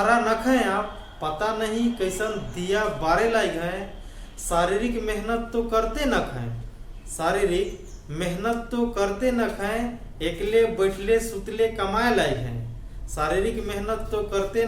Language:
Sadri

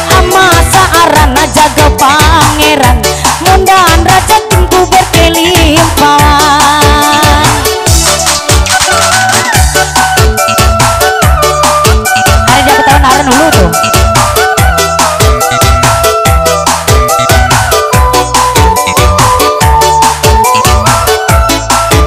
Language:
Ngaju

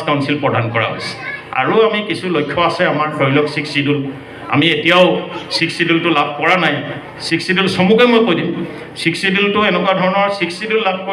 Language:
Assamese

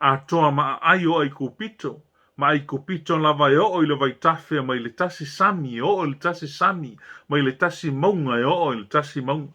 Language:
Samoan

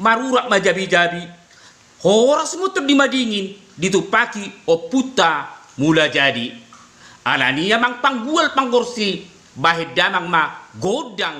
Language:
Batak Toba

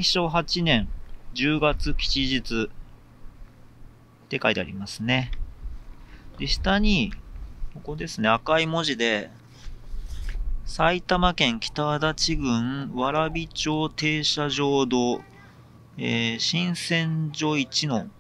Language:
Japanese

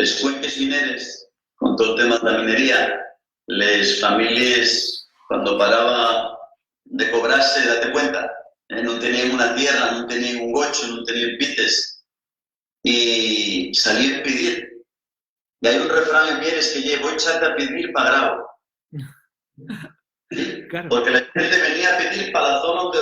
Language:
Asturian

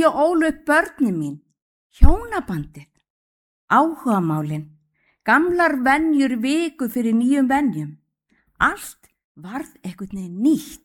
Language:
Icelandic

